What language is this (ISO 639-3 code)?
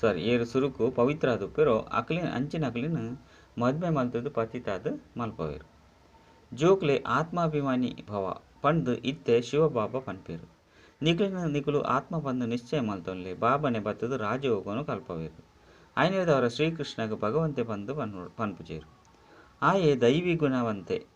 tcy